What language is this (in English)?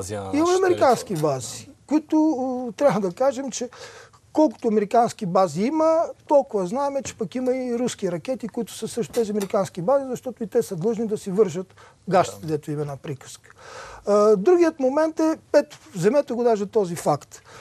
Bulgarian